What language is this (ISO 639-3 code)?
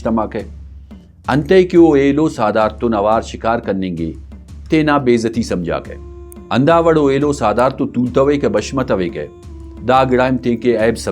brh